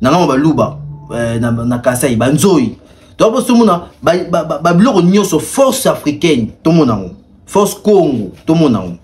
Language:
Lingala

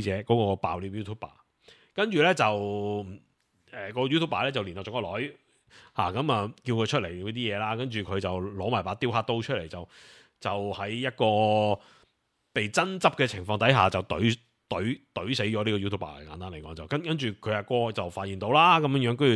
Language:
Cantonese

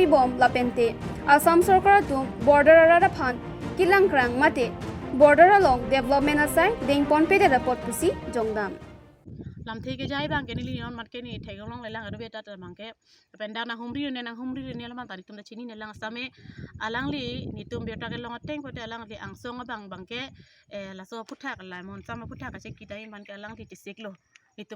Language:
Karbi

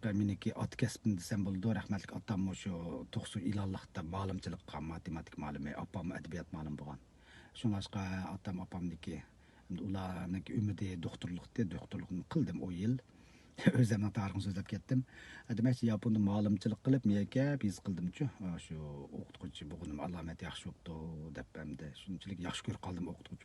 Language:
Uyghur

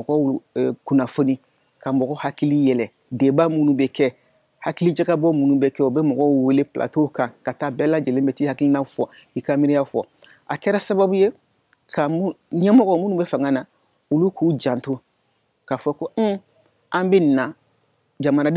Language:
Bambara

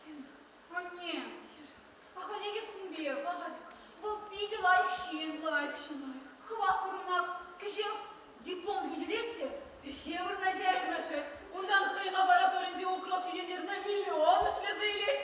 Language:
Chuvash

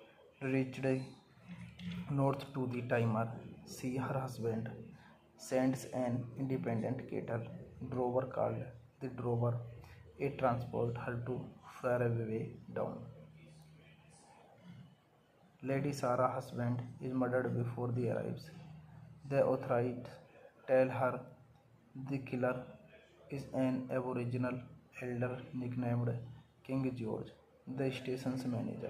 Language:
English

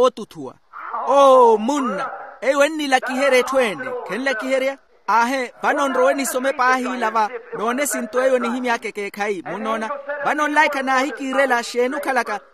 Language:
Makhuwa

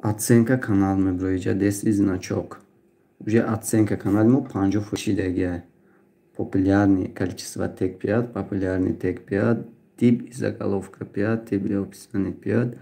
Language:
Tajik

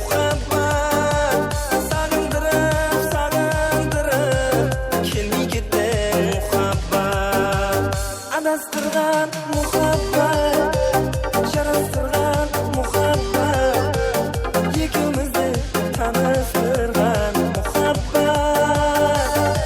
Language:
Kara-Kalpak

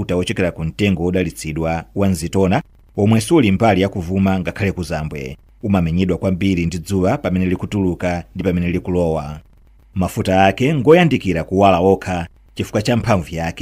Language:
Nyanja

